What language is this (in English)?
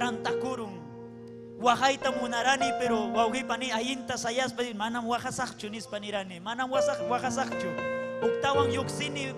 Ayacucho Quechua